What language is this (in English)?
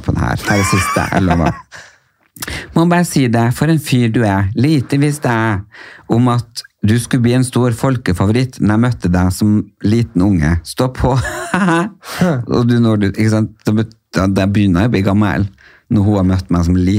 Norwegian